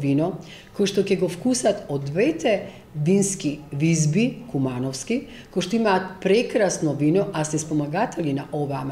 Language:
Macedonian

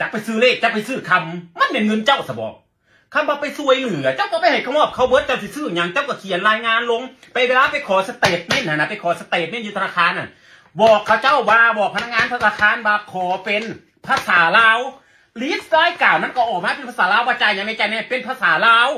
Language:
Northeastern Thai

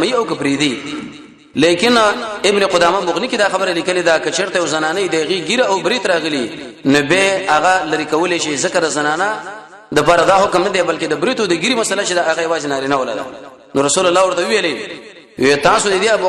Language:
Pashto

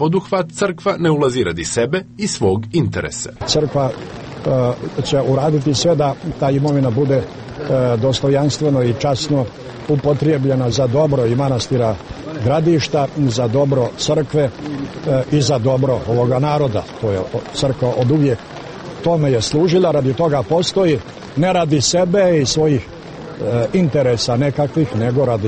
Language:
Serbian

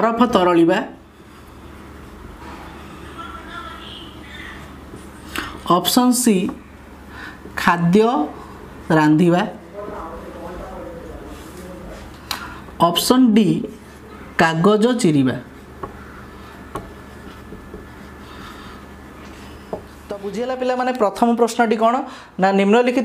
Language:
Odia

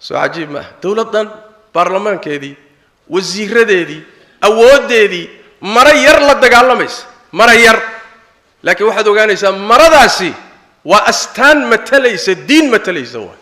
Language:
Somali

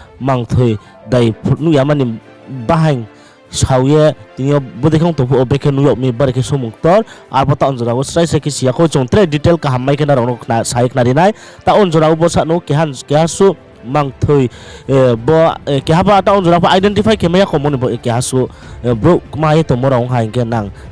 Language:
Riang (India)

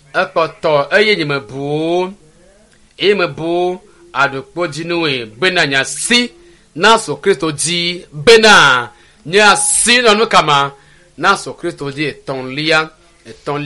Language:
Ewe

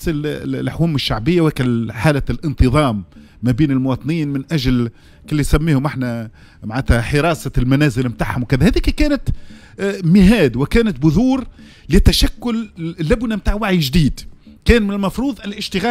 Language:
Tunisian Arabic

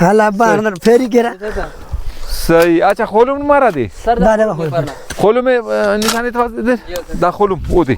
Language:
Brahui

